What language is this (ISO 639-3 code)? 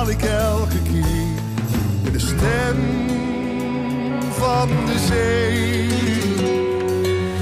nld